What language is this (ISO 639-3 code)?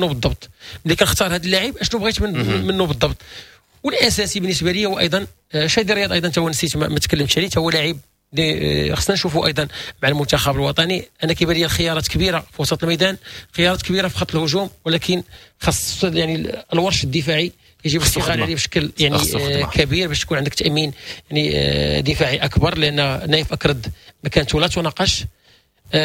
ary